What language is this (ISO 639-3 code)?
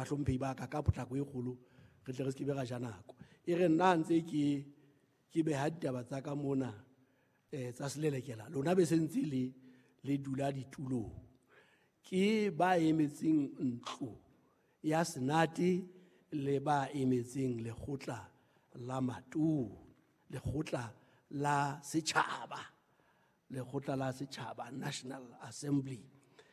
sot